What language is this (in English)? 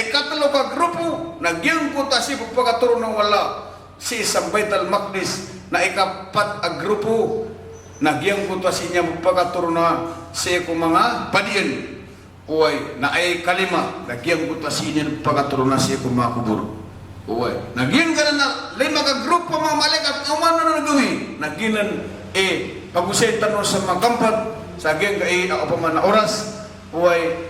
Maranao